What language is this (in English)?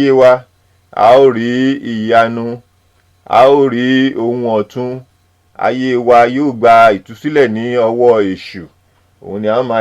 Yoruba